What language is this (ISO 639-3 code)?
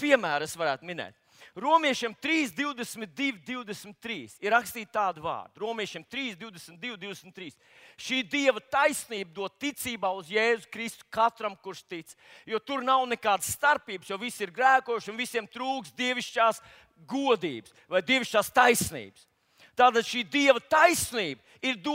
lav